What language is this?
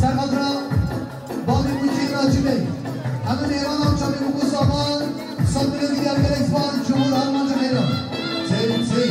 Kurdish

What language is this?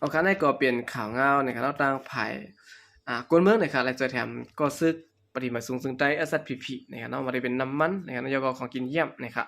Shan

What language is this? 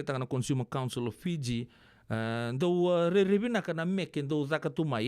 Fijian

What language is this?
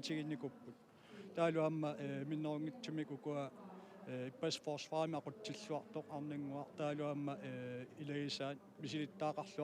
Kalaallisut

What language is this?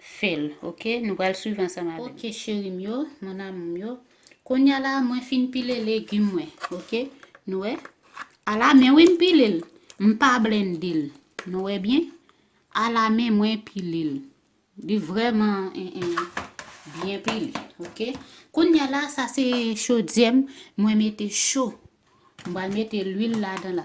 Haitian Creole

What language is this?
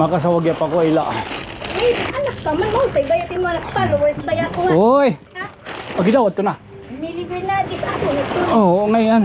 Waray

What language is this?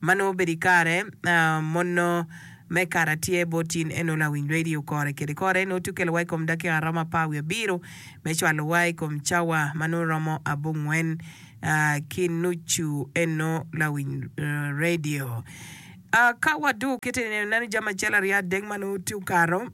Acoli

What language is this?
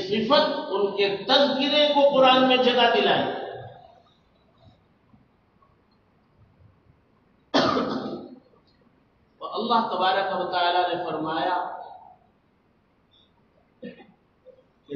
Urdu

